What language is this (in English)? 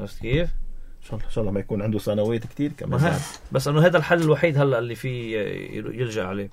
North Levantine Arabic